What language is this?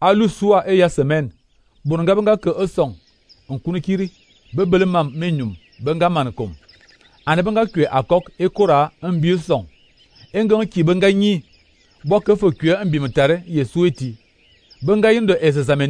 Fang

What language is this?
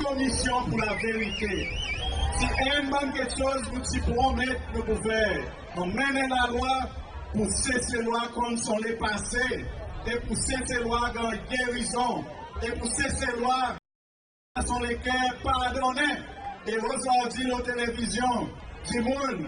Seselwa Creole French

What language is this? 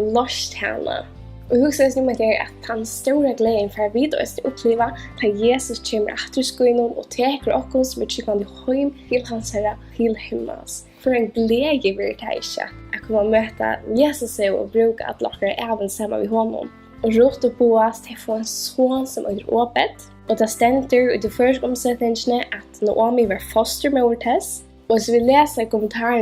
Faroese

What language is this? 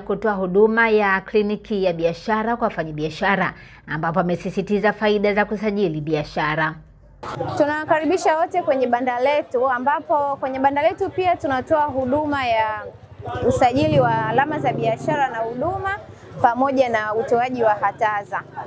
Swahili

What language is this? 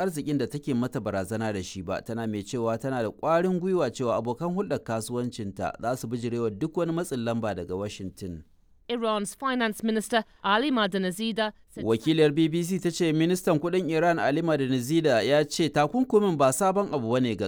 Hausa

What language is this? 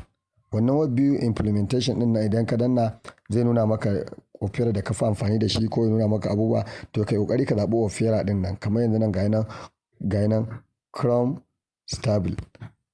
Hausa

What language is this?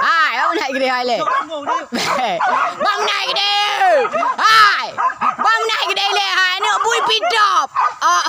Achinese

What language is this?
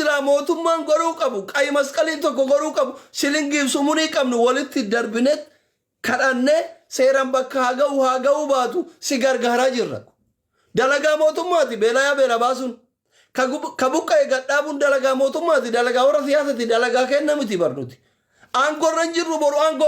Oromo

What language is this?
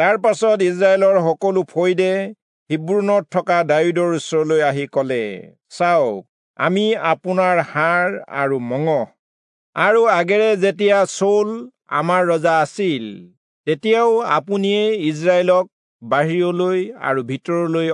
Assamese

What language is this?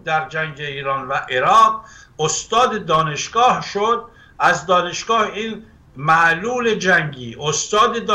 Persian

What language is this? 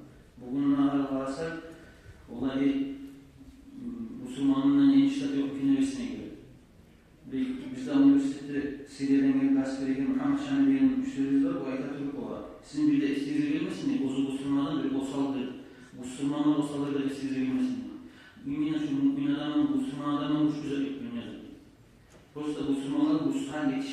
Kumyk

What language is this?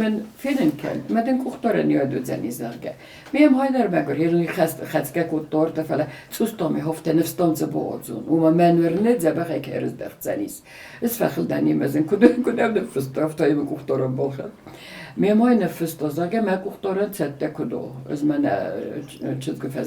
Ossetic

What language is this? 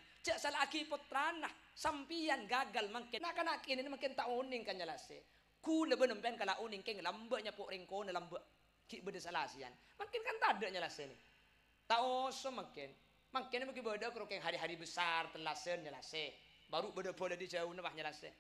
Madurese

